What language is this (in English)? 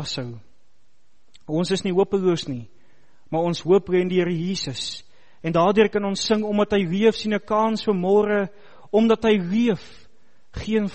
Afrikaans